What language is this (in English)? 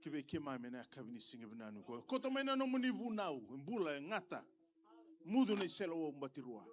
Fijian